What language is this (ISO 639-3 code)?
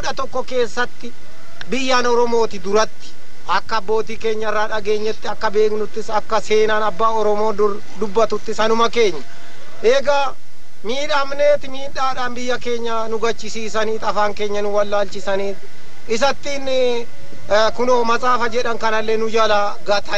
orm